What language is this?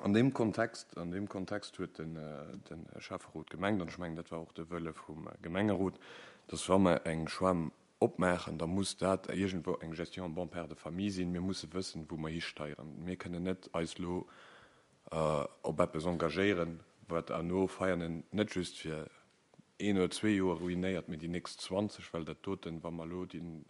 Luxembourgish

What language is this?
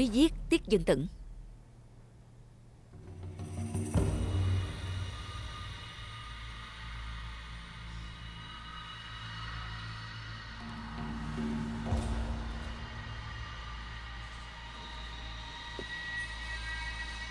Vietnamese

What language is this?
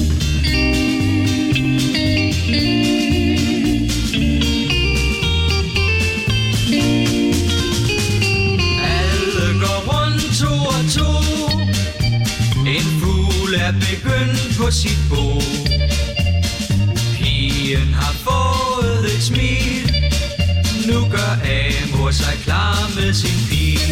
Danish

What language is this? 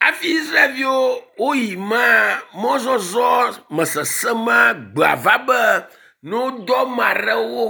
Ewe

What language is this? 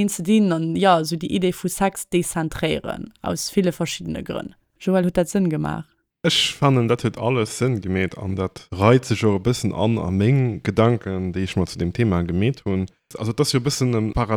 Luxembourgish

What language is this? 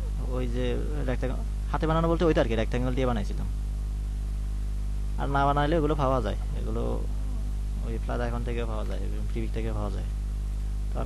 Bangla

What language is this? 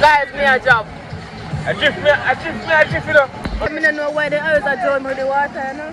Jamaican Creole English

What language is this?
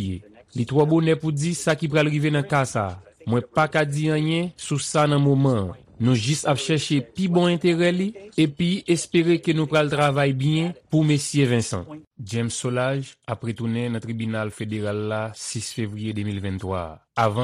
Haitian Creole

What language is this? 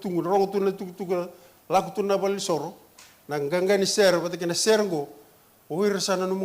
Fijian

